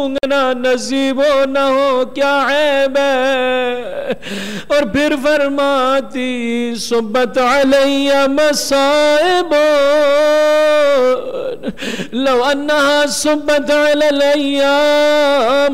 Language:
Urdu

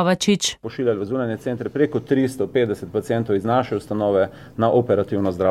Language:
Slovenian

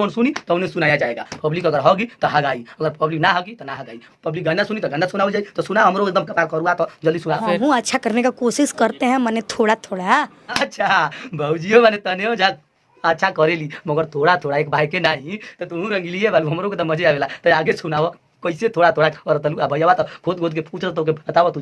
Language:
Bhojpuri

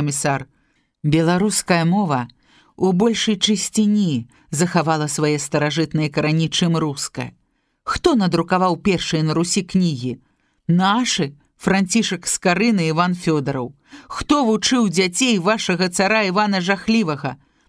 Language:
Belarusian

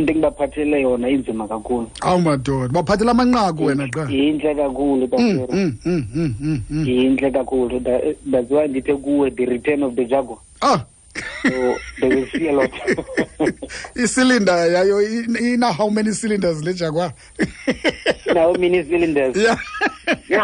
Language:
Xhosa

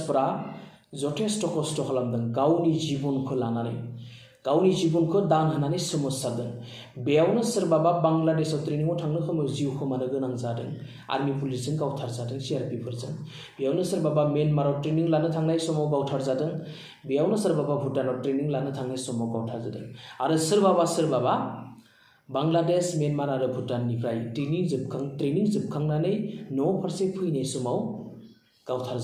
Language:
Bodo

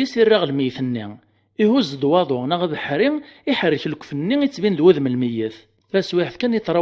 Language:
Kabyle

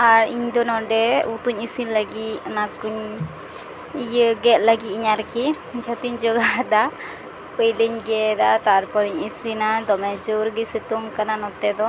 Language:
Santali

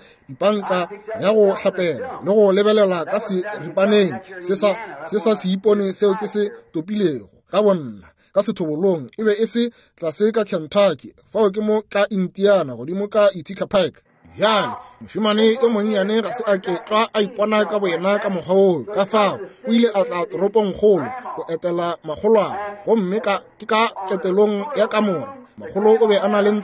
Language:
Northern Sotho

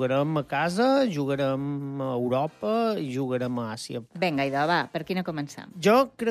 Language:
Catalan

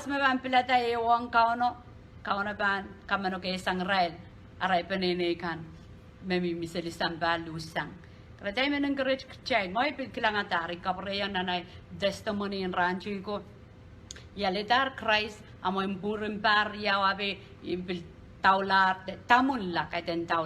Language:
Pohnpeian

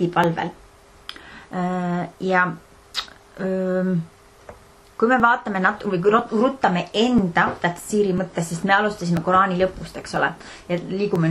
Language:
Estonian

